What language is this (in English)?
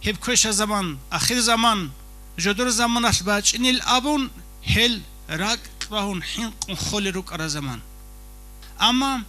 Avaric